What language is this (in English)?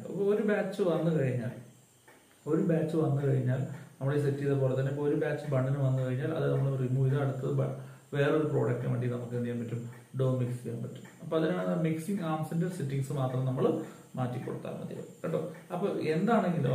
Malayalam